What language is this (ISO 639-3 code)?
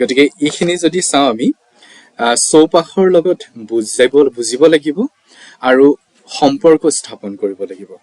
asm